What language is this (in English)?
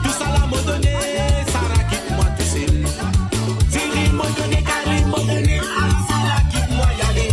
Morisyen